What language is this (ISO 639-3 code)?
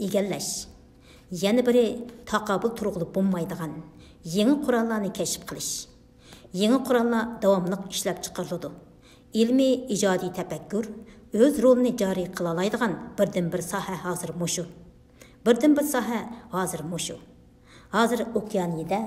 uig